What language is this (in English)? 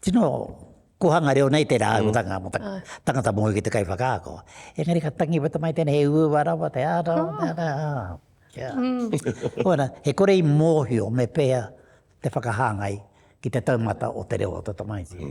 Māori